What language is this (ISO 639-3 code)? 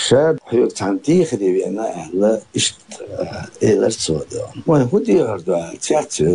che